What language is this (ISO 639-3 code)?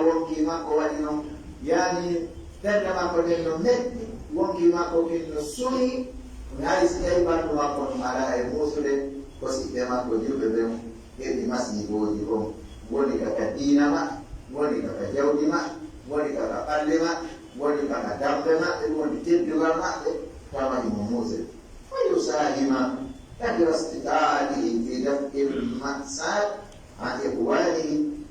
fuf